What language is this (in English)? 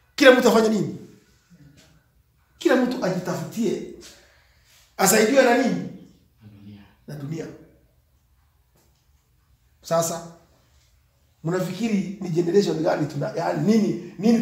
Swahili